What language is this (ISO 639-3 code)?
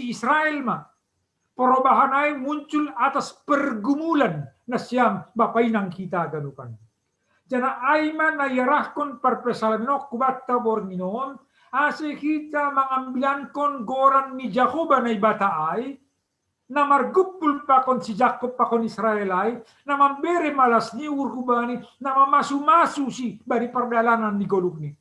bts